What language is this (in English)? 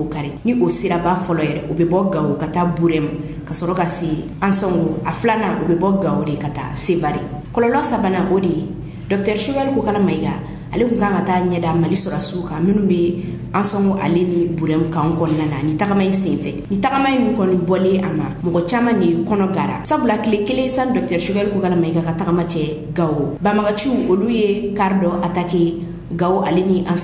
Bambara